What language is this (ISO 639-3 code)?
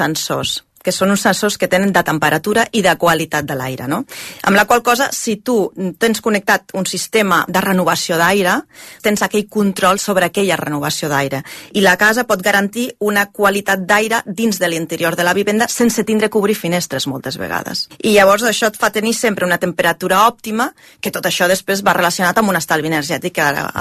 cat